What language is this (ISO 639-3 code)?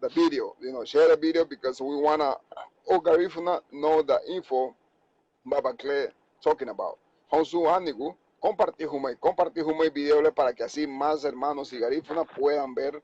cab